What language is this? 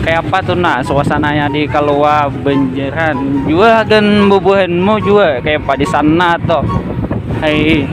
Banjar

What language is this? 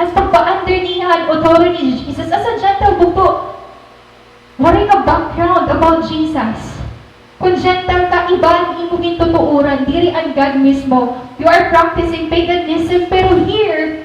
Waray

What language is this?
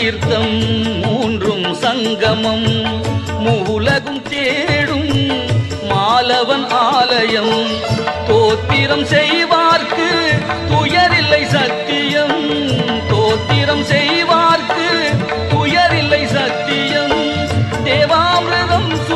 Tamil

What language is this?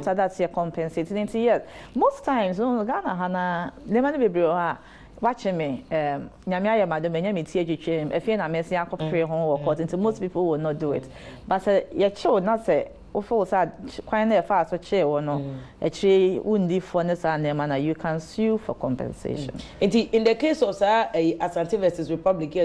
Akan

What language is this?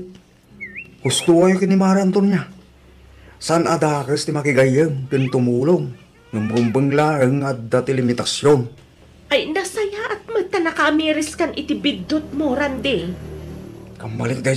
Iloko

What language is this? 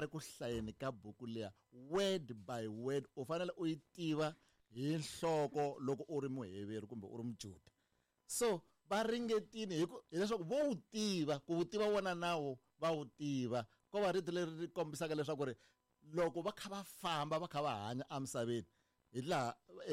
Tsonga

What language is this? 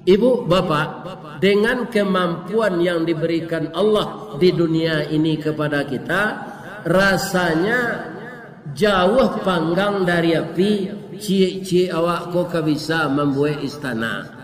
Minangkabau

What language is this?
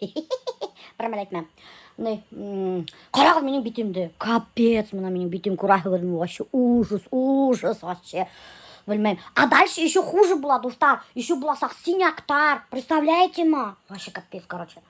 Bashkir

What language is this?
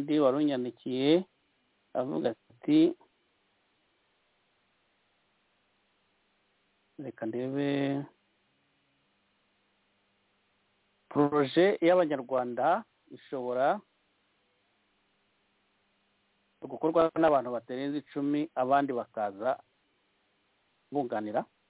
Kinyarwanda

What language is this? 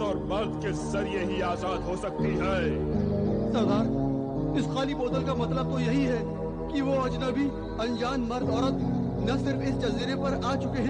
Hindi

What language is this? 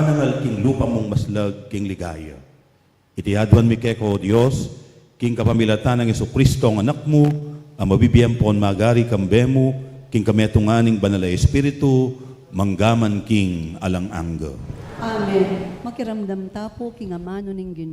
Pampanga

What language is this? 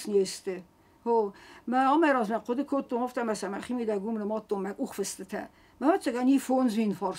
Ossetic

